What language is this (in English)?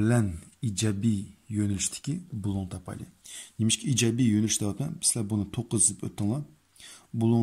Uyghur